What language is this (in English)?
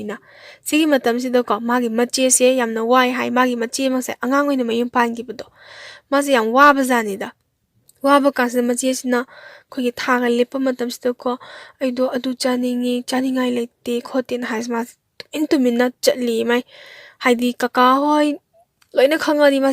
Manipuri